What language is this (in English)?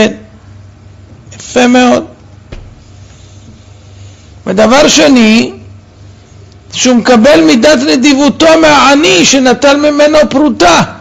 Hebrew